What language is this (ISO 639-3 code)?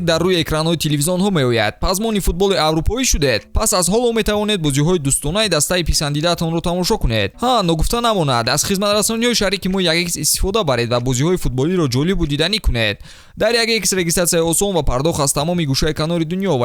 tgk